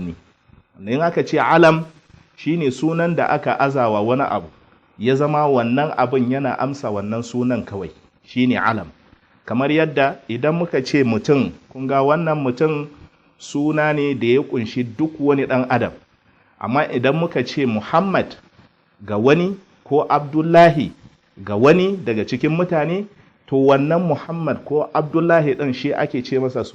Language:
Hausa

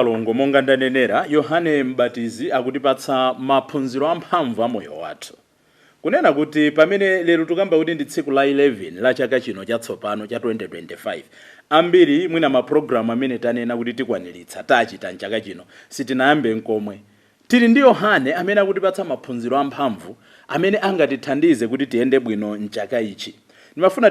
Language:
Nyanja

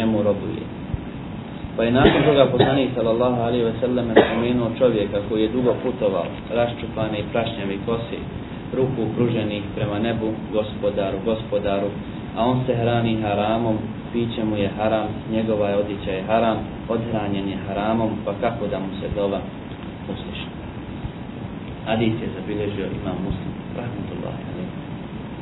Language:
Bosnian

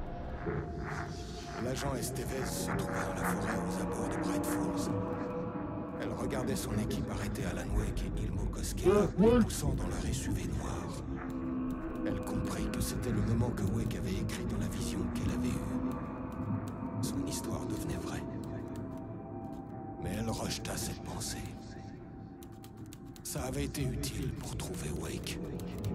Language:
French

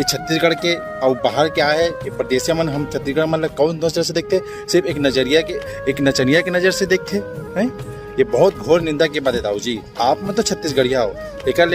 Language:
Chhattisgarhi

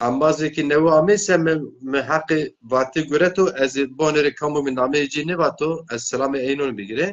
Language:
Zaza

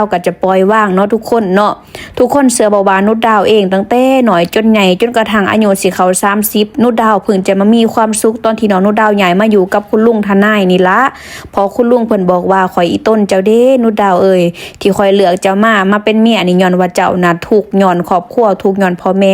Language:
Lao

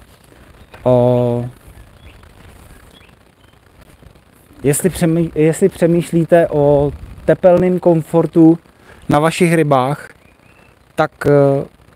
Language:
Czech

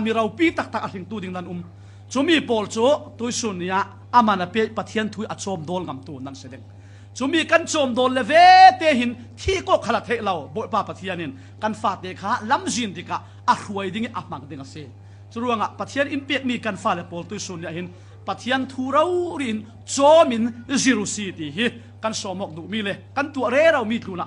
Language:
Falam Chin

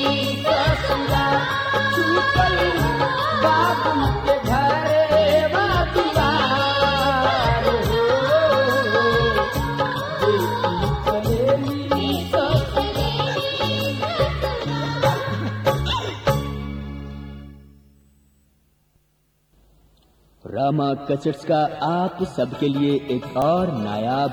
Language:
Bhojpuri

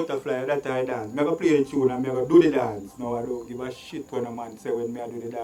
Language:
Jamaican Creole English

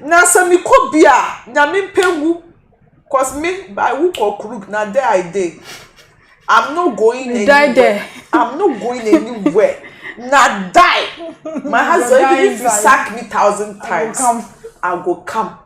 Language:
Akan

